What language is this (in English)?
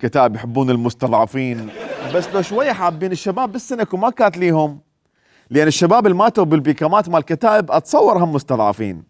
Mesopotamian Arabic